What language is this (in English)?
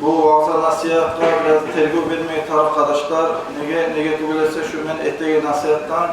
Kumyk